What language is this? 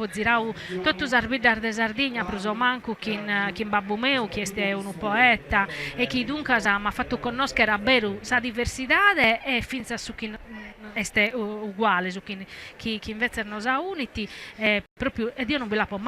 Sardinian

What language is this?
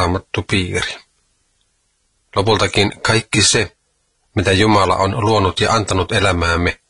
Finnish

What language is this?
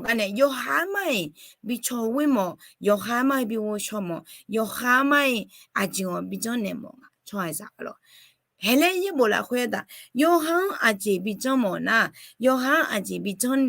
Akha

